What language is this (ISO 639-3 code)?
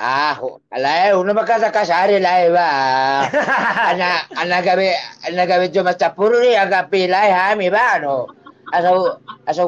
bbc